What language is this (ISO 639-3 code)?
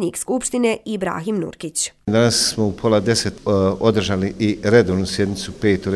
bos